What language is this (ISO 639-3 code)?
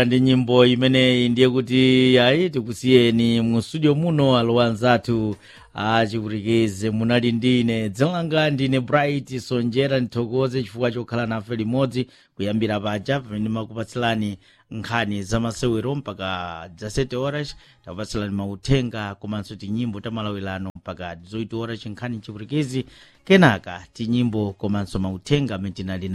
nya